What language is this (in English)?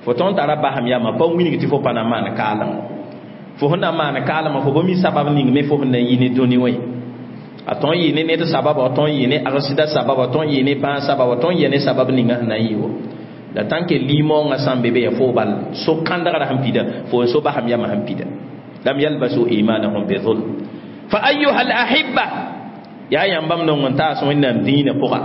Mossi